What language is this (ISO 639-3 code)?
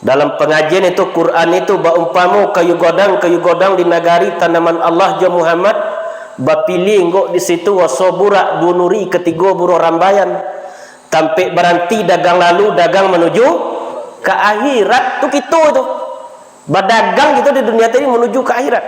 min